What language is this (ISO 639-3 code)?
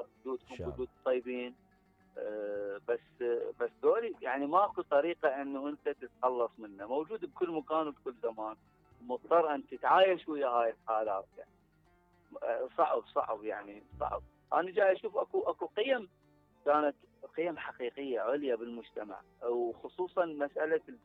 acm